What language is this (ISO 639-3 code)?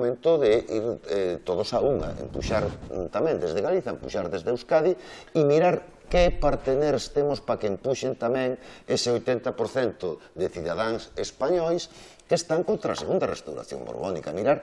glg